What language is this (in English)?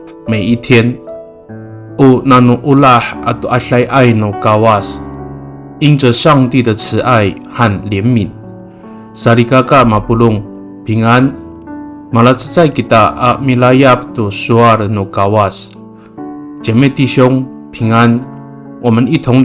Amis